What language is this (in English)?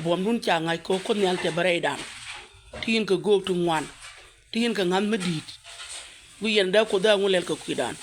Nuer